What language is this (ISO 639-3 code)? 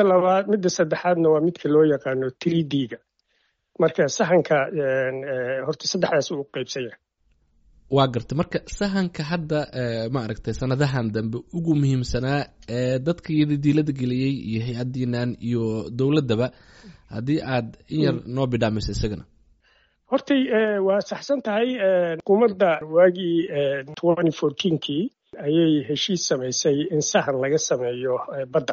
som